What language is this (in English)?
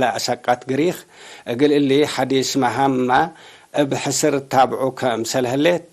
Tigre